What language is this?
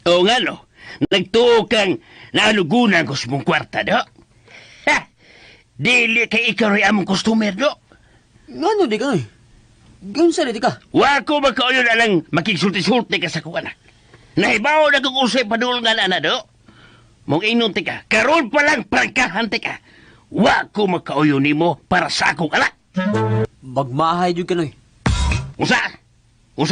Cebuano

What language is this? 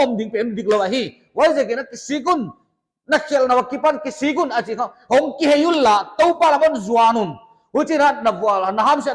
Paite Chin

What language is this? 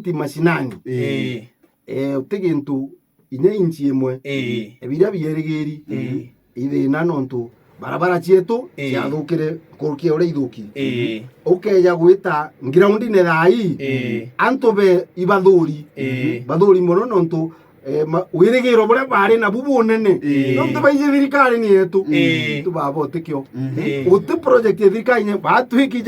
Meru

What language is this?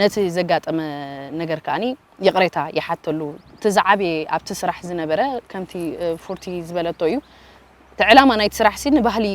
Tigrinya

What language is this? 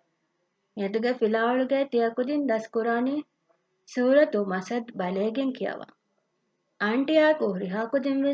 Divehi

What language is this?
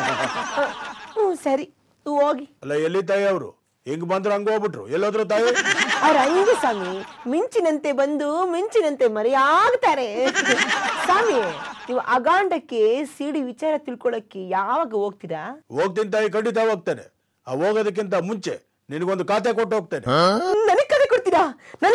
Kannada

